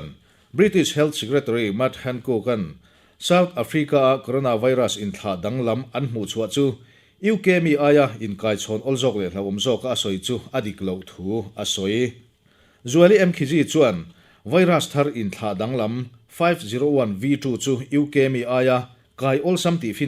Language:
Mizo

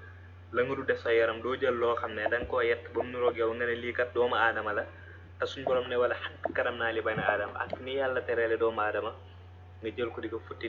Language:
Wolof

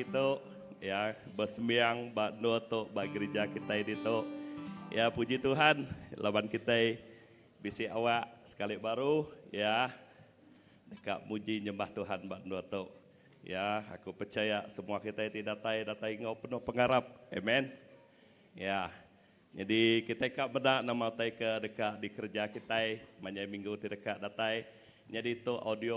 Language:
Iban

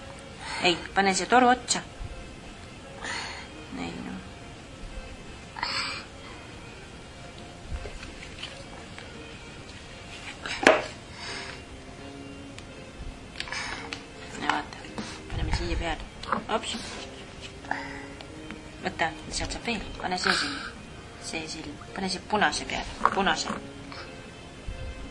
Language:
Estonian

